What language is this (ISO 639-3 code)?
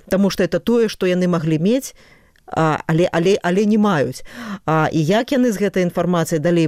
bel